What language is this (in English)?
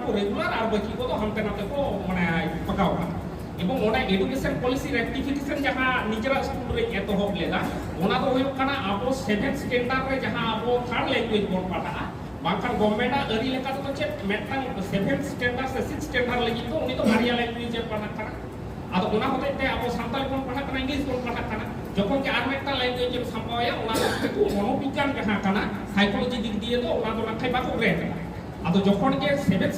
Santali